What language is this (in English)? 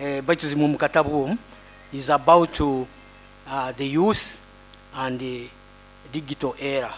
Nyoro